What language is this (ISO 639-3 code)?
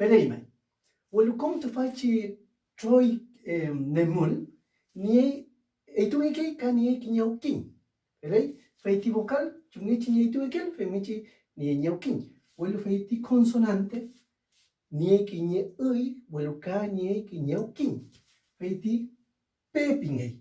arn